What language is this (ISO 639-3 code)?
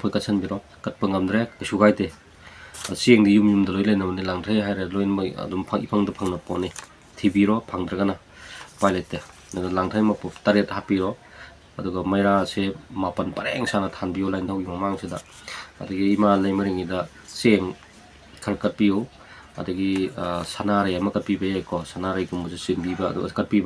mni